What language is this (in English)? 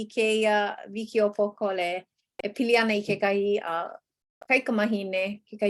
Hawaiian